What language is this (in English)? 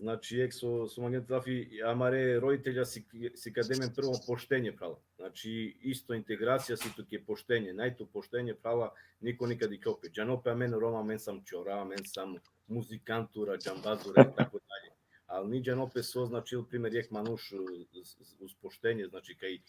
Balkan Romani